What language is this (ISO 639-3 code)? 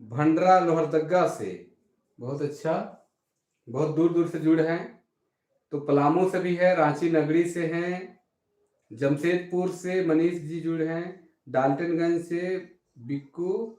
sck